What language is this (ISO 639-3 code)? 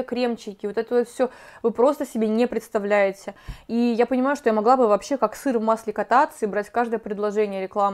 rus